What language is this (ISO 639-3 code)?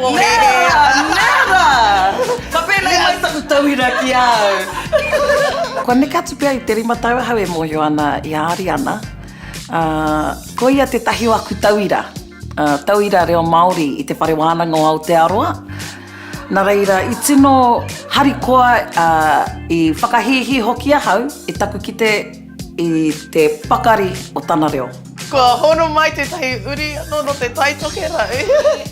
mri